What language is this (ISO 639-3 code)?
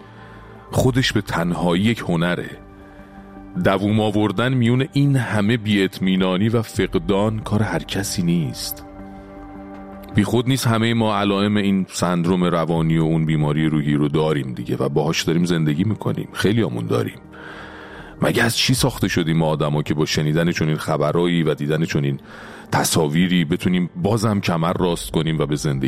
fas